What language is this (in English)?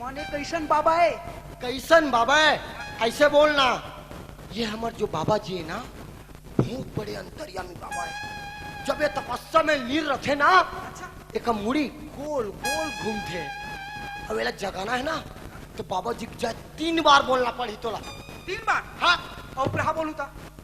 Chhattisgarhi